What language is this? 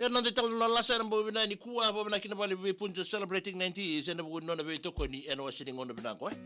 Fijian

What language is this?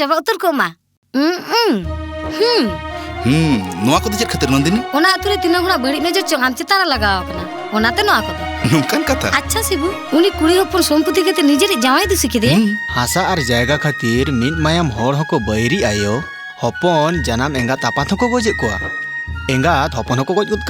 Santali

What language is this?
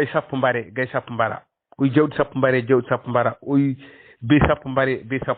Fula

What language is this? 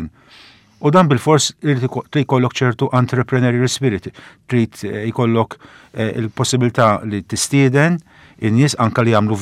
Maltese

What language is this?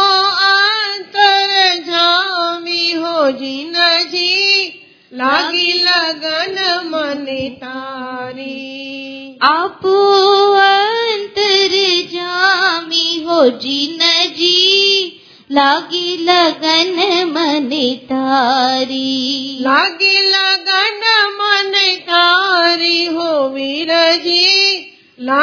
Gujarati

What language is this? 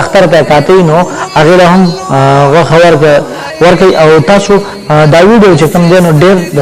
Pashto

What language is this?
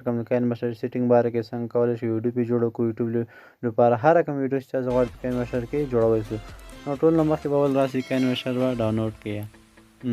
Pashto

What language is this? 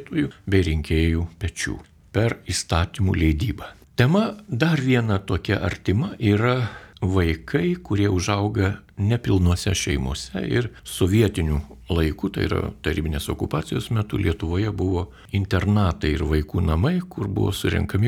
Lithuanian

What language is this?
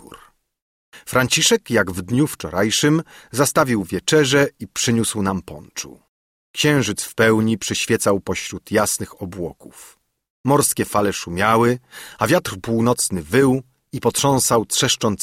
Polish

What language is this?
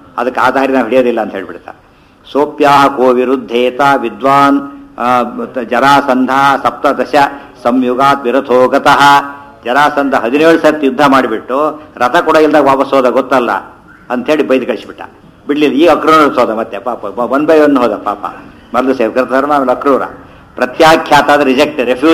Kannada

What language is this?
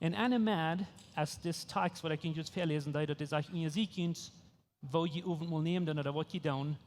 Plautdietsch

